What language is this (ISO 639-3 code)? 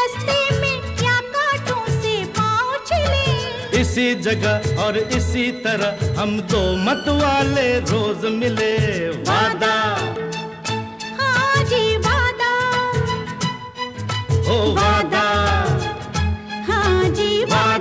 hin